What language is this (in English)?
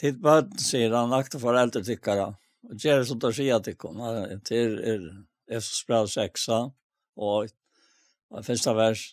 Faroese